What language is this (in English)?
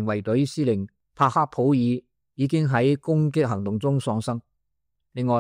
Cantonese